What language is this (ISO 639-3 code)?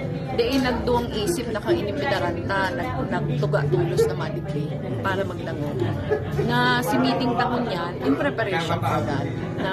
bik